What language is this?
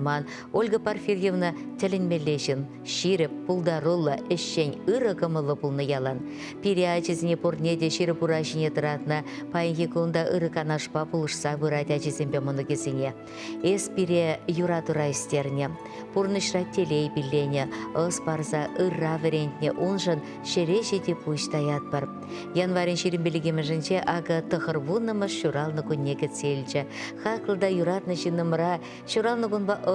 Chuvash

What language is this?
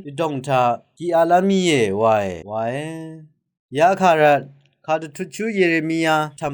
Rawang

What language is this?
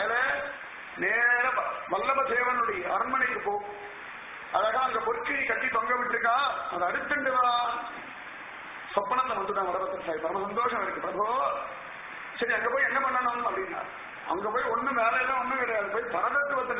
Tamil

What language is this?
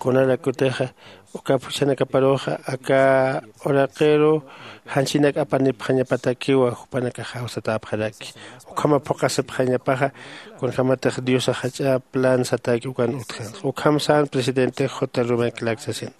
Aymara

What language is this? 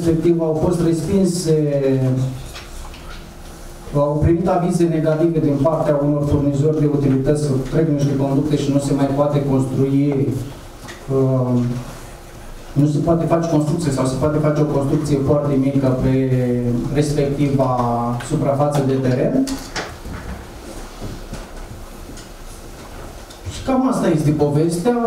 Romanian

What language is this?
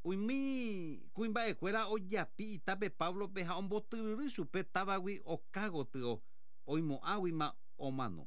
Guarani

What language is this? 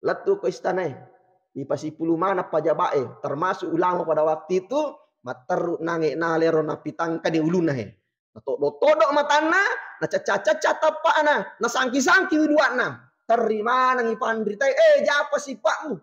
Buginese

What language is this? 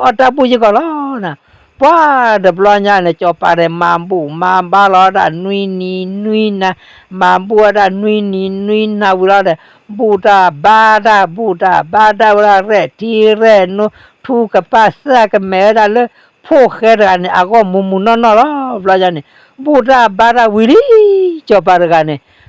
S'gaw Karen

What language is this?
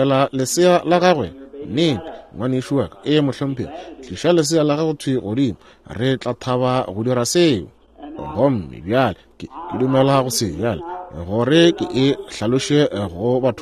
Northern Sotho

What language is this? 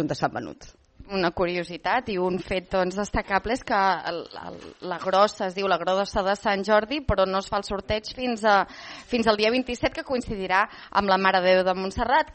Catalan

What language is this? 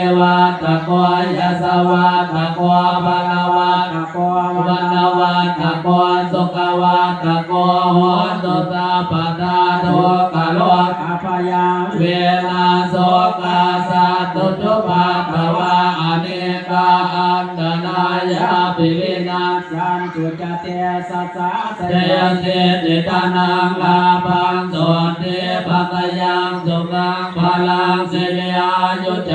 Pali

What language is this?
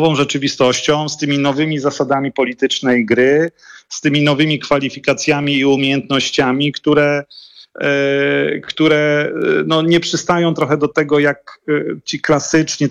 Polish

